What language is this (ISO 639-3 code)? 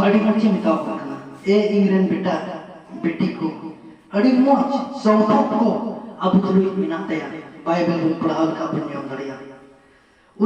sat